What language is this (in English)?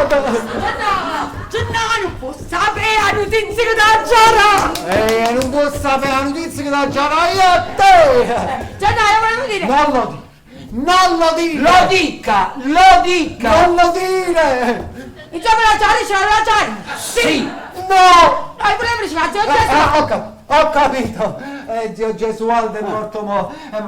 Neapolitan